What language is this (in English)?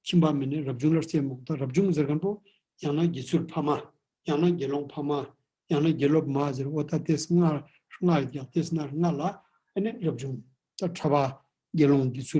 Ladakhi